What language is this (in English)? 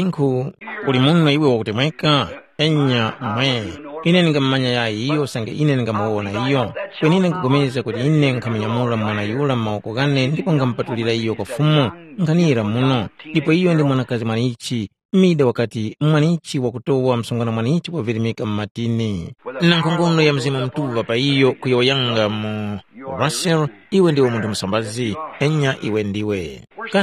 Tumbuka